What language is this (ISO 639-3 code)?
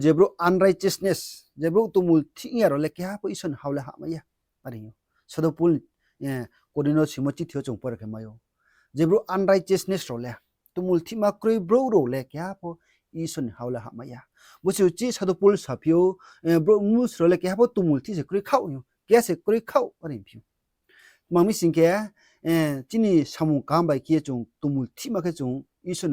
ria